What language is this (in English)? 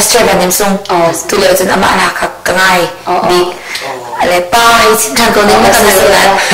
Hakha Chin